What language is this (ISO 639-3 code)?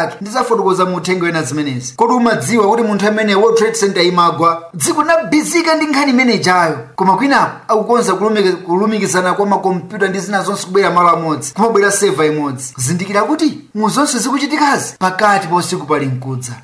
nya